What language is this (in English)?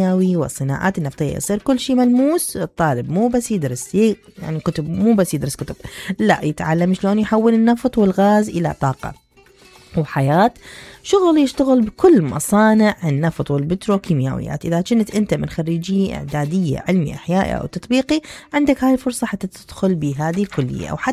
Mesopotamian Arabic